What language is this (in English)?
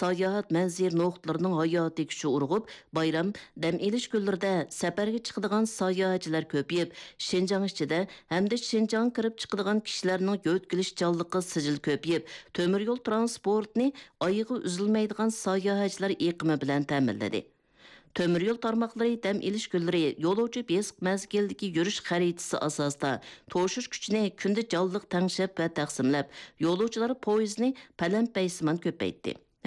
Uyghur